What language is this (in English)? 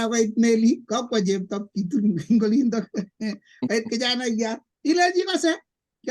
Kalenjin